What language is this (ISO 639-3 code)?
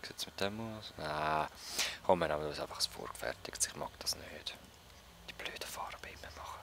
gsw